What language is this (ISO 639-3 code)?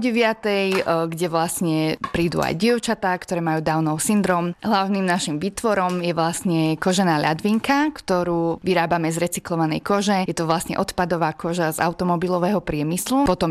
slk